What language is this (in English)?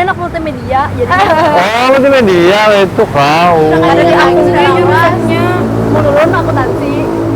Banjar